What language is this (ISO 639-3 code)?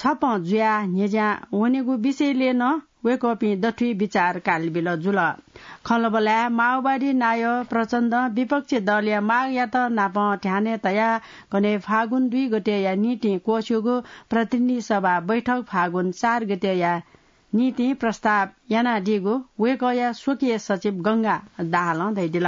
new